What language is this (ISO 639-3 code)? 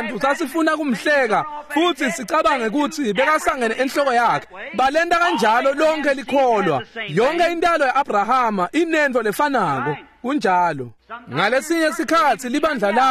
ssw